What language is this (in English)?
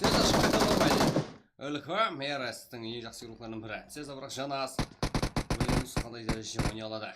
Kara-Kalpak